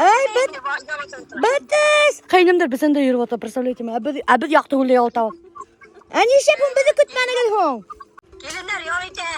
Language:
Bashkir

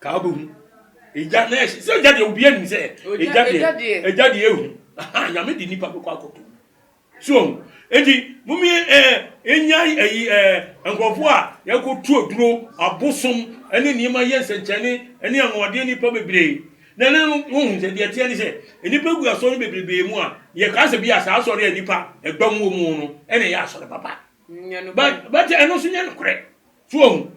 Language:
Akan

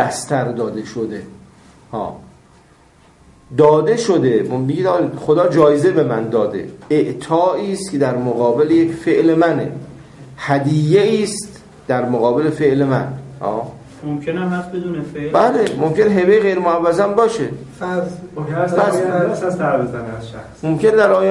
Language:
Persian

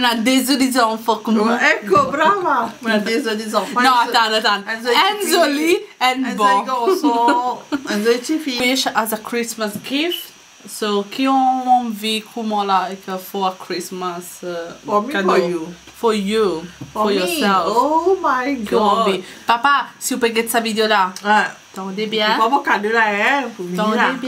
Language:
Morisyen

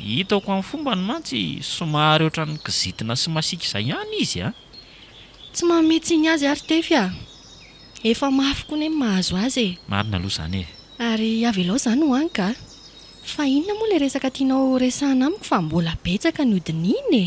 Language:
Malagasy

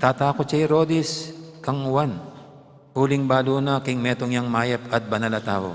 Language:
Pampanga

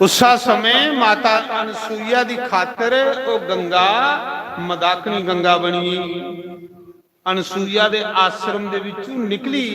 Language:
Dogri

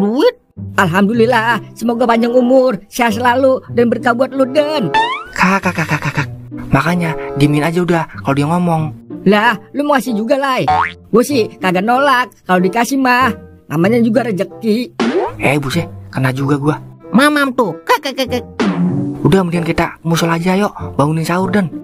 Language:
Betawi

